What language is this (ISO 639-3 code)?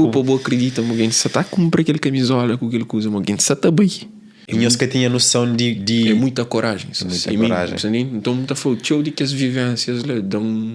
kea